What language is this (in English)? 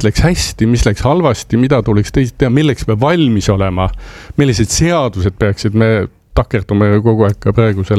Estonian